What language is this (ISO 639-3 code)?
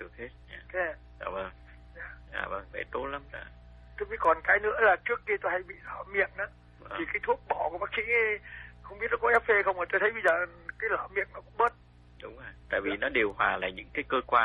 vie